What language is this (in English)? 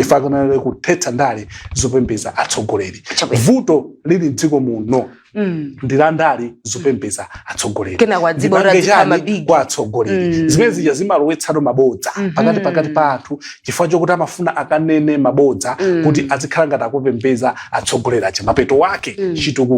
Nyanja